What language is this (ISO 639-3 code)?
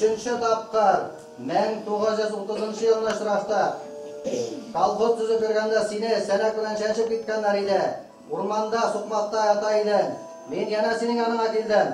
bak